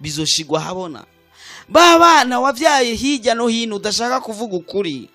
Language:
Rundi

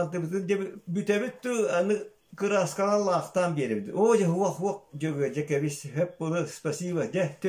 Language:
Yakut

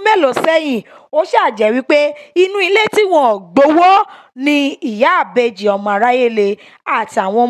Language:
Yoruba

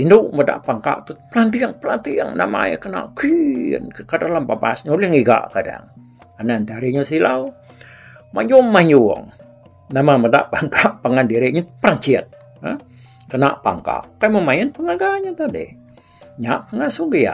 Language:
Iban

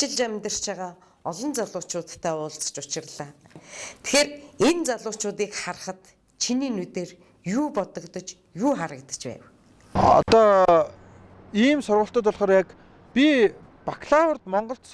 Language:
Mongolian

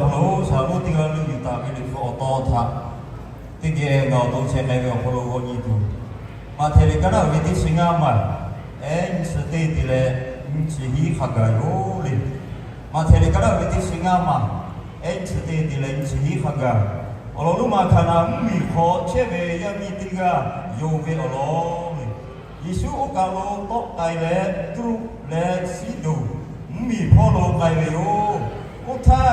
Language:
Lahu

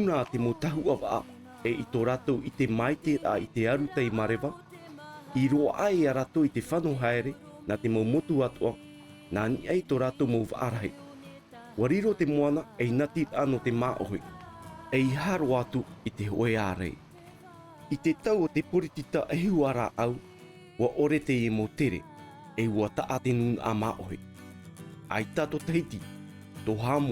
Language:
Tahitian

